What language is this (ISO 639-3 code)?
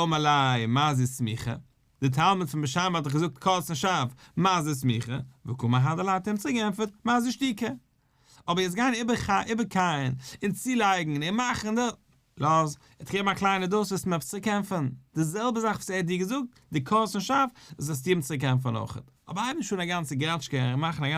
yid